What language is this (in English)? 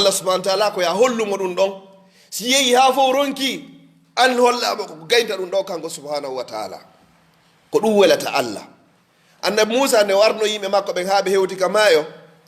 Fula